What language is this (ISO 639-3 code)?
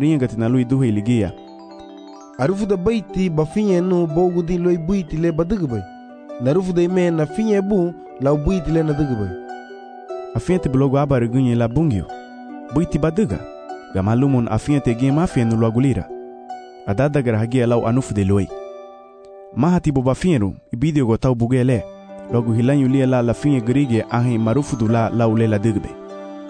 cab